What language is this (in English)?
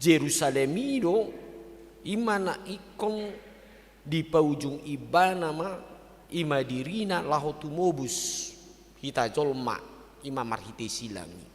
Batak Toba